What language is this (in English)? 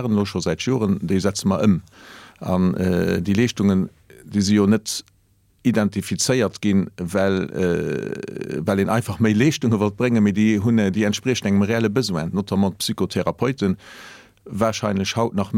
Luxembourgish